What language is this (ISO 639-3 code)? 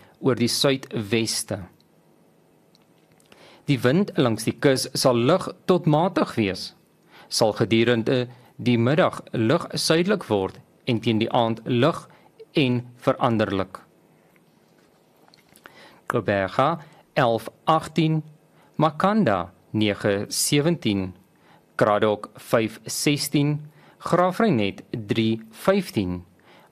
afr